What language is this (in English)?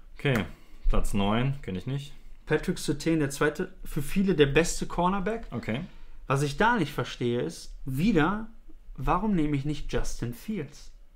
German